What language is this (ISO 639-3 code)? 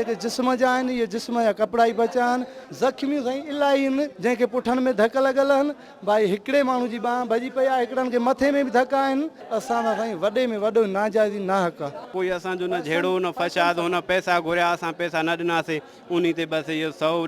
snd